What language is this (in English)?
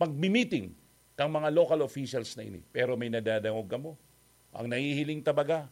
Bikol